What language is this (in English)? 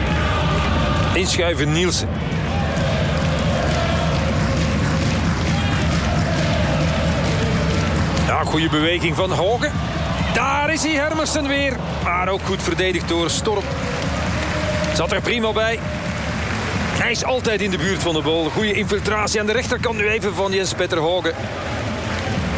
Dutch